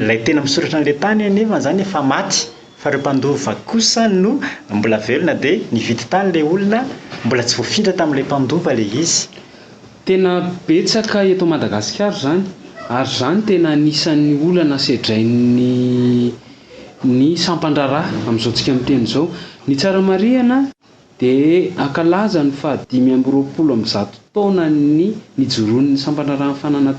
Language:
Malagasy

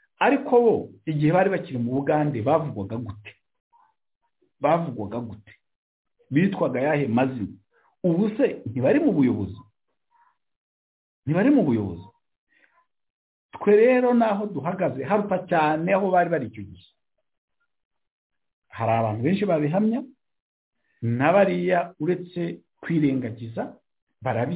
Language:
Kinyarwanda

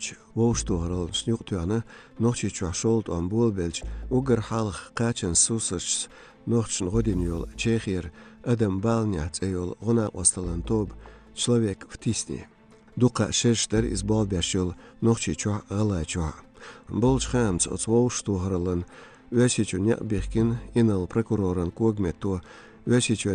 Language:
Chechen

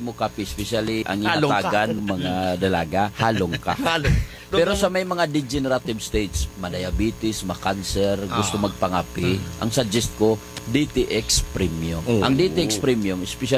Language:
Hiligaynon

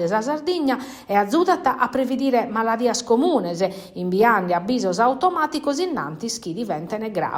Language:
Sardinian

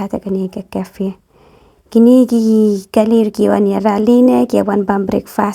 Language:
Khasi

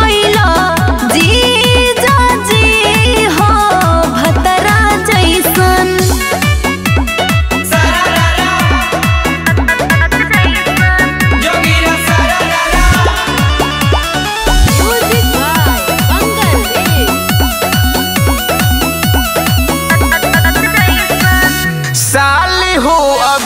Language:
Bhojpuri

